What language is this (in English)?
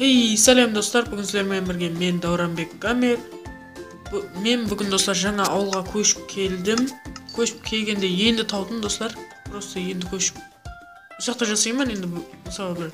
Kara-Kalpak